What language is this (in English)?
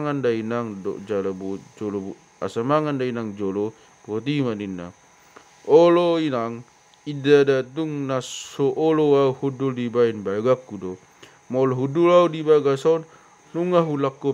Batak Toba